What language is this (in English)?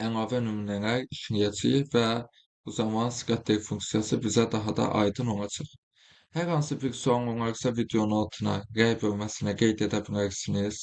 Azerbaijani